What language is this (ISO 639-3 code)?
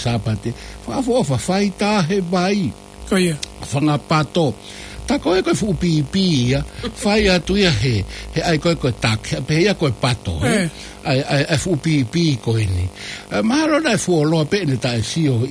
ton